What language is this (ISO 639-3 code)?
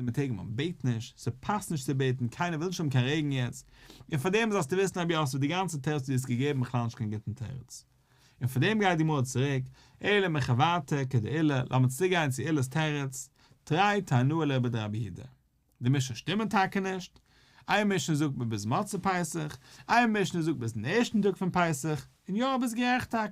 yid